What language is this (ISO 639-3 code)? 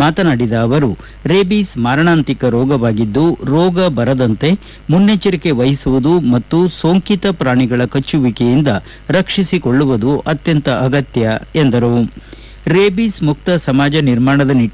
kan